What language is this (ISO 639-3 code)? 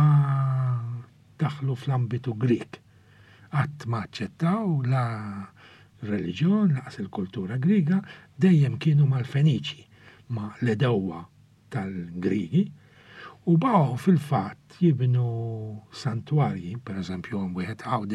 mlt